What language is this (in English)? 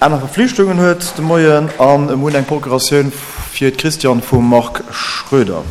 Luxembourgish